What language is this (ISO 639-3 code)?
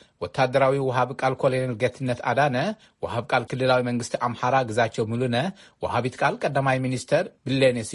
tir